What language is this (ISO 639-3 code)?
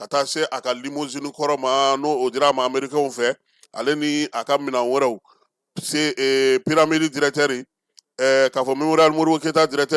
bam